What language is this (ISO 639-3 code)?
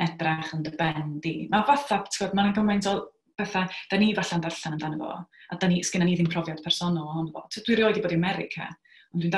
cym